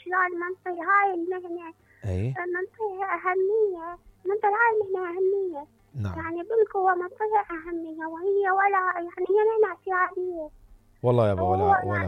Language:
Mesopotamian Arabic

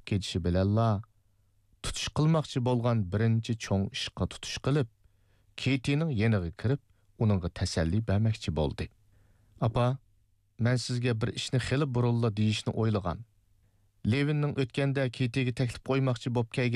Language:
Uyghur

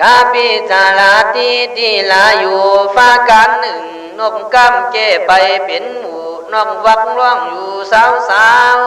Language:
Khün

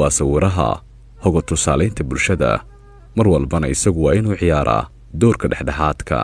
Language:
Somali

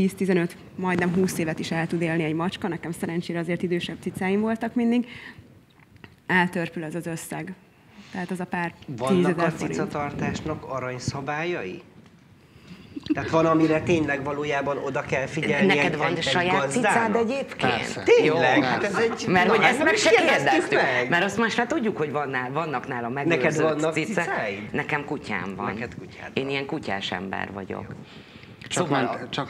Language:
Hungarian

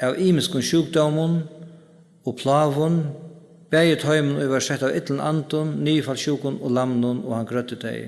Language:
Faroese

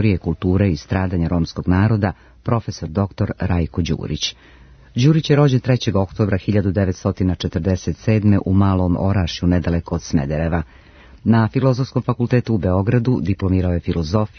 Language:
Serbian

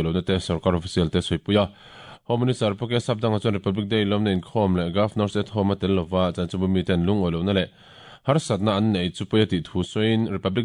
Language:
Mizo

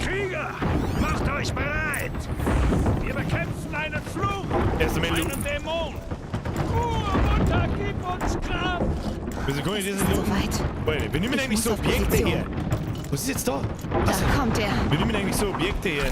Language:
Bavarian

